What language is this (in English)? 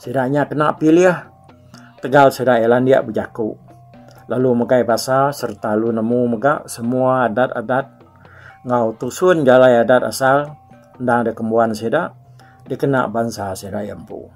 Iban